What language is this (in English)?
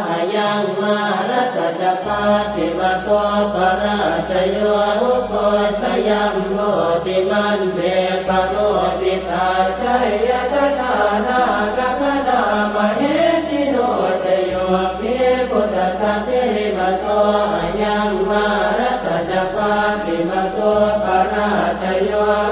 Pali